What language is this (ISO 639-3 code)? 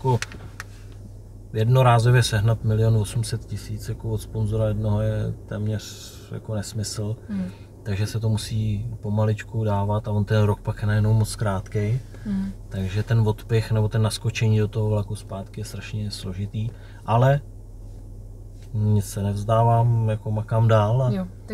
ces